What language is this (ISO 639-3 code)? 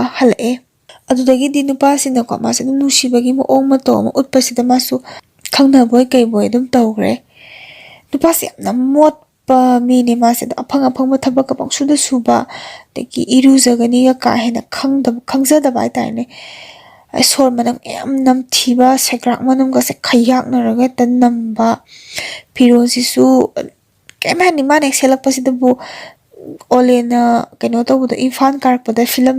mni